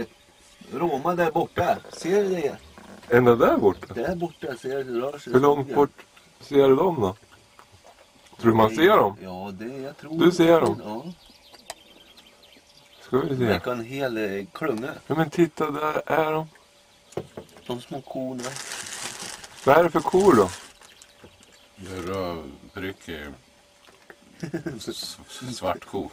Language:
Swedish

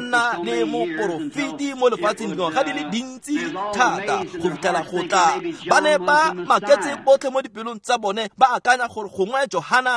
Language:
Tswana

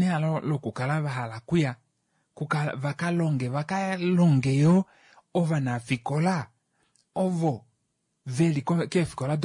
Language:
Kuanyama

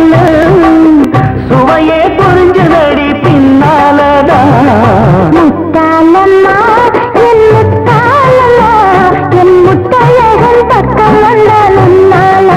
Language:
Tamil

